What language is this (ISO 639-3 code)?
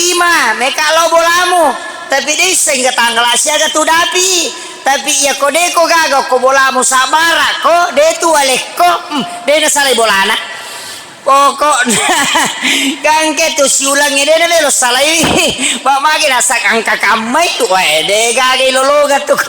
bug